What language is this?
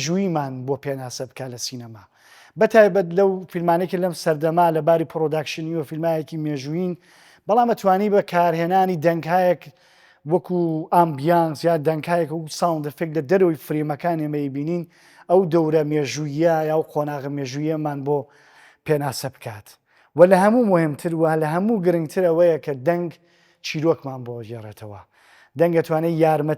Central Kurdish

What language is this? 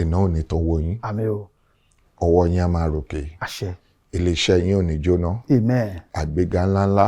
Yoruba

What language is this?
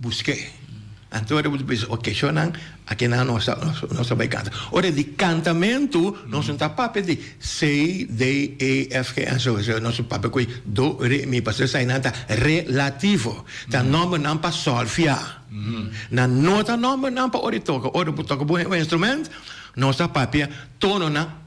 Papiamento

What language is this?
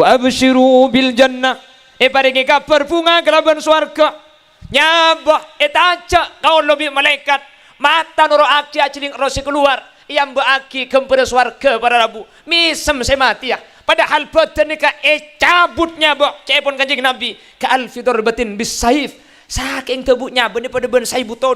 Madurese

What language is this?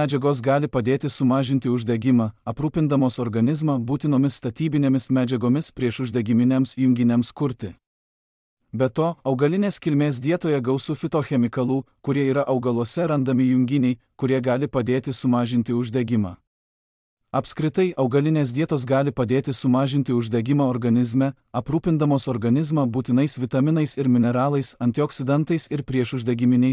Lithuanian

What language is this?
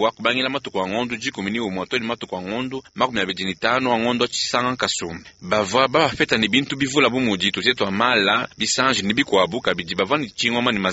Luba-Lulua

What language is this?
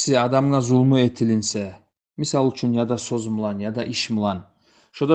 Kumyk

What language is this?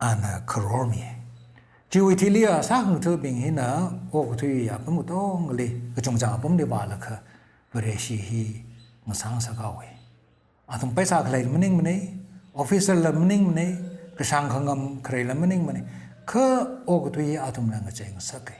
Tangkhul Naga (India)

